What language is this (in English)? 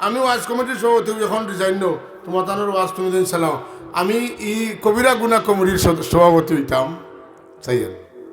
Sylheti